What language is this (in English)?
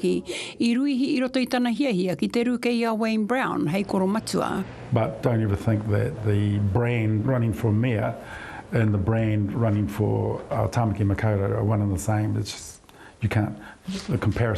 Māori